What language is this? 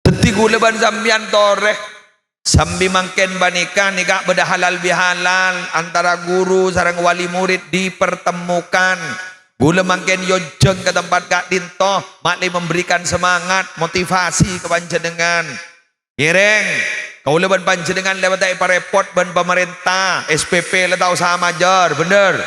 Madurese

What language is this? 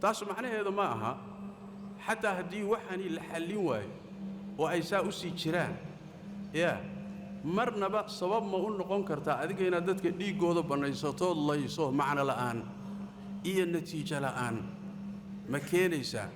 Somali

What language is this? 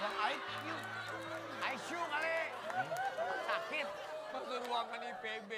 Betawi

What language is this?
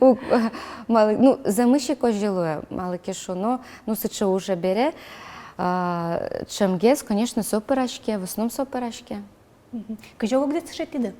Udmurt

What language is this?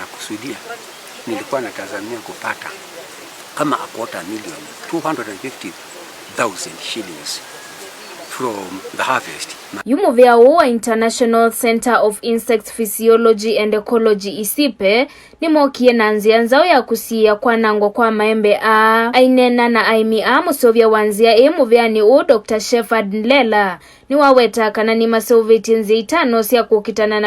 Kamba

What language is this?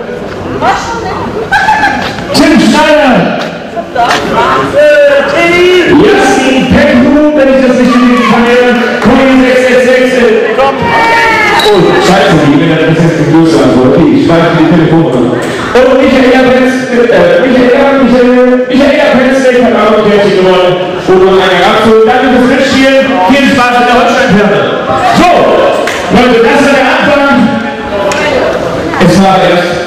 German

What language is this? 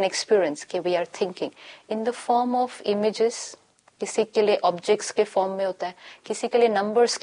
Hindi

